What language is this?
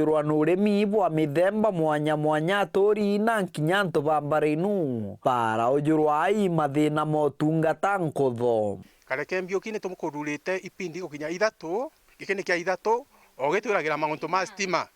Meru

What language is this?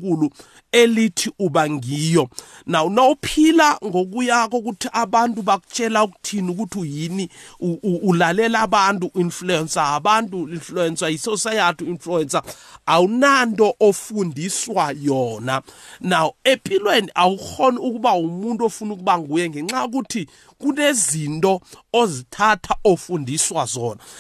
South Ndebele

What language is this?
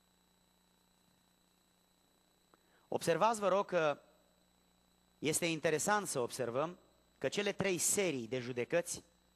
Romanian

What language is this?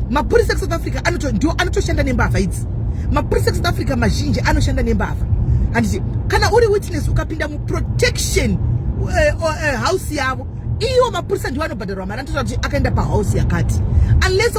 Shona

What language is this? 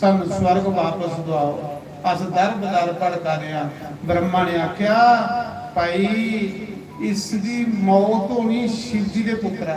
Dogri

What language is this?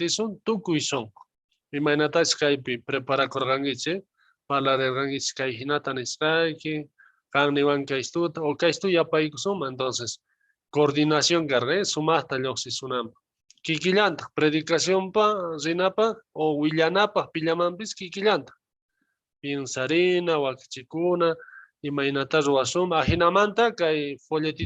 South Bolivian Quechua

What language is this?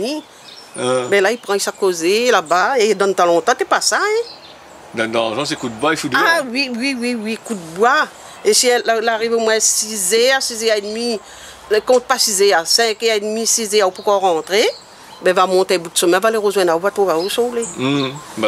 Réunion Creole French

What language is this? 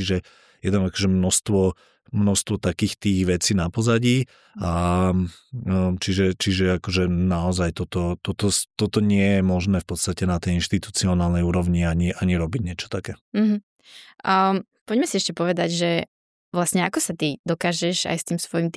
Slovak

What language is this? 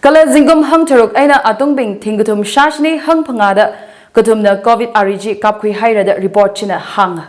Tangkhul Naga (India)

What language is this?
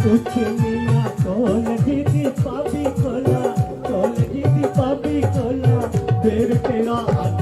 Dogri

